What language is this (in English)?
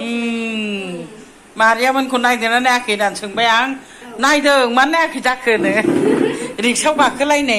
Bodo